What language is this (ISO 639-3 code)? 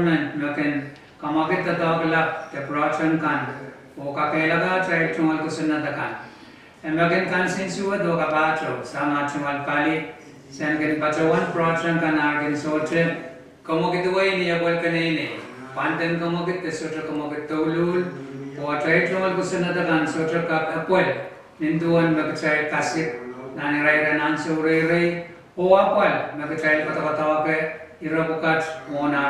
pon